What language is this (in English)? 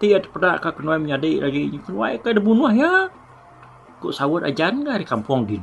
Iban